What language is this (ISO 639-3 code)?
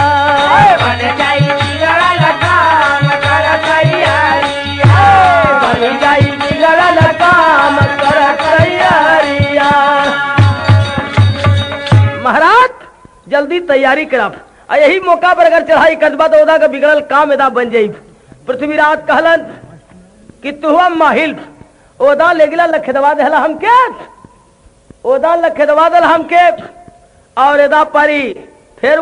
bho